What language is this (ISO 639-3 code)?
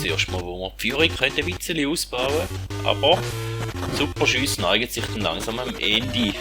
gsw